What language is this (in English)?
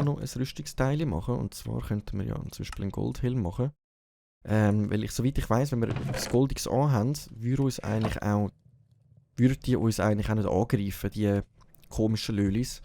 Swiss German